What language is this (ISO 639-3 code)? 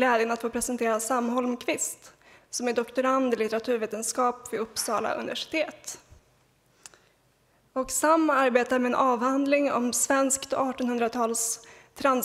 swe